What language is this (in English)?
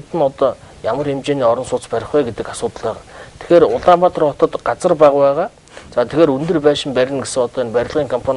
Mongolian